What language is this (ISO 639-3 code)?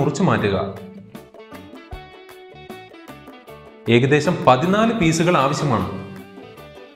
mal